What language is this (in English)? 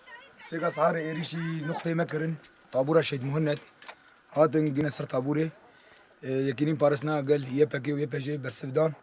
Kurdish